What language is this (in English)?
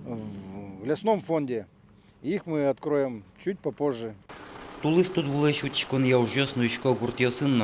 Udmurt